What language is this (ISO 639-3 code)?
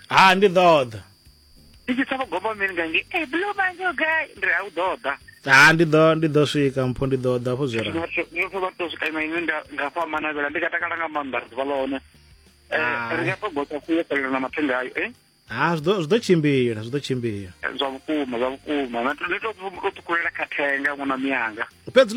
ven